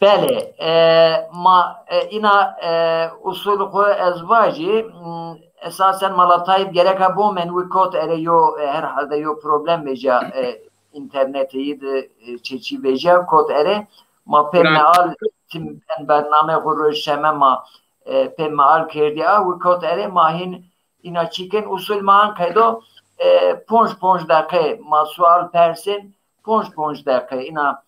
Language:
Zaza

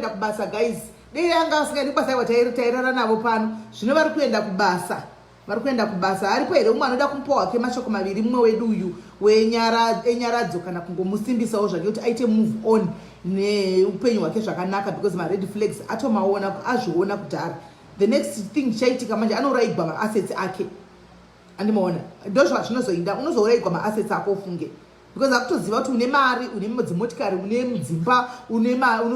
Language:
Shona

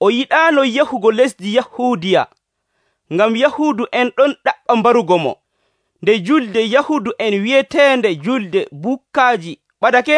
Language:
Nigerian Fulfulde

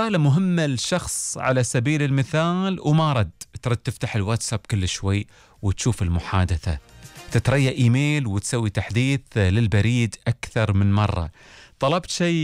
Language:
Gulf Arabic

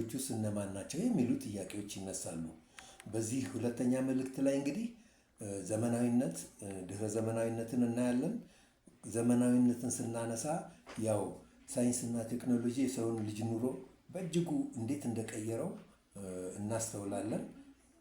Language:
Amharic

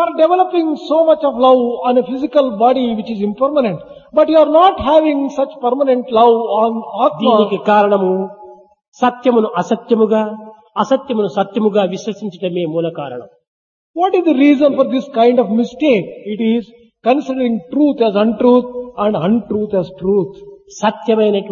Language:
Telugu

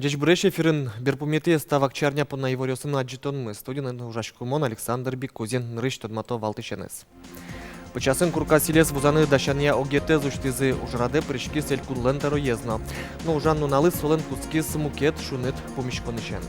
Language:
Udmurt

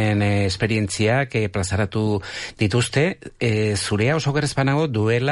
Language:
Basque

